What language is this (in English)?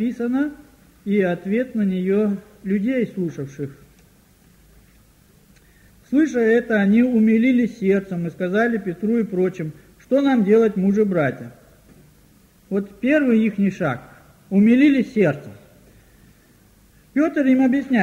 Russian